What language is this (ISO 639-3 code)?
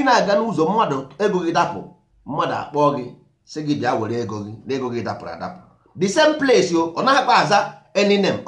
ibo